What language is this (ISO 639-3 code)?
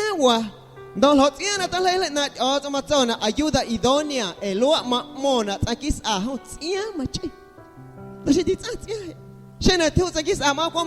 amu